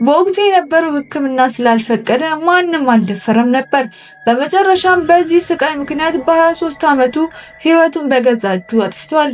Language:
Amharic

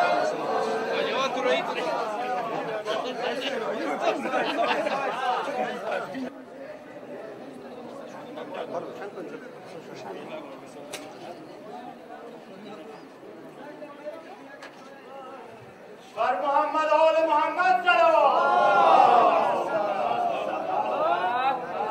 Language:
Persian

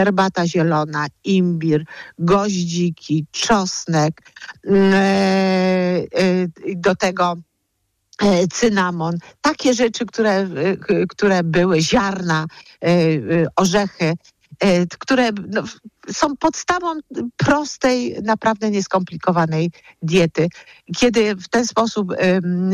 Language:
Polish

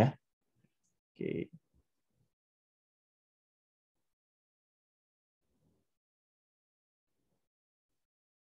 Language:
Indonesian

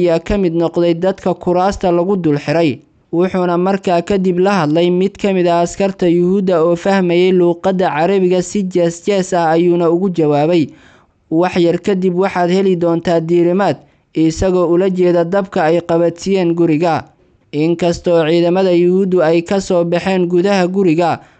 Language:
Somali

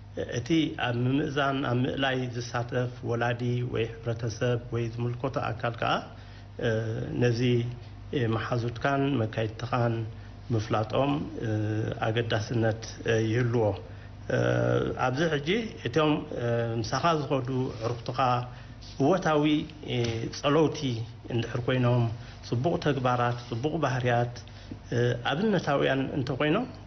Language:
Tigrinya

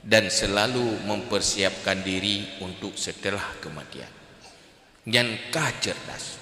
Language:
Achinese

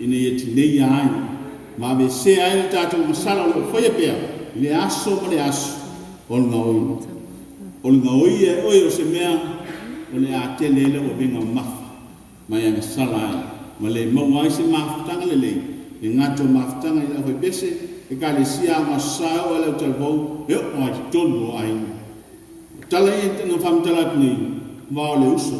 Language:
Samoan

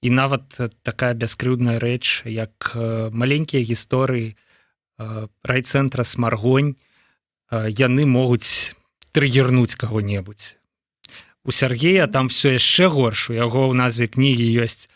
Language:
Belarusian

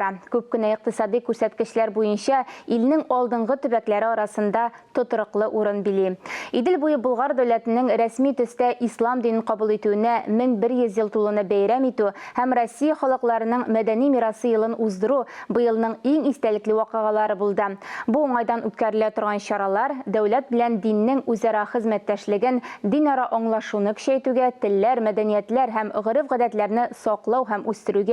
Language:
Tatar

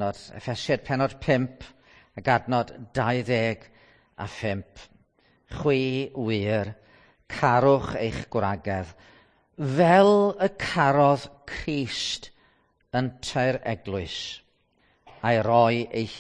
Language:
Welsh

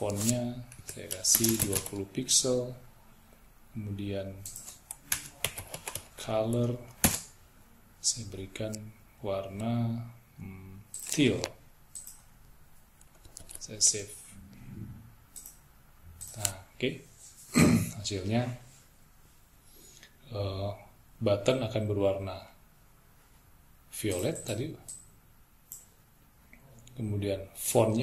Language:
Indonesian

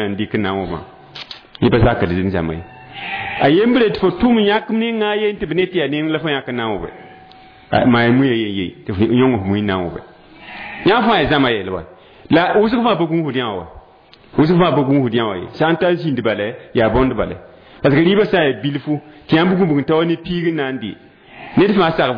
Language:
Mossi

